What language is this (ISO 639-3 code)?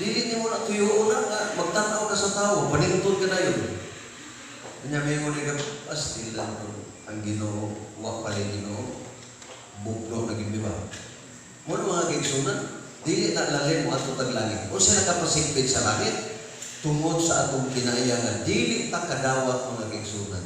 ceb